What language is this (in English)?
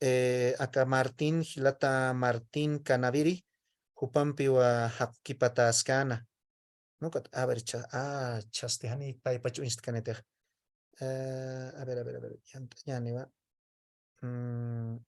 Aymara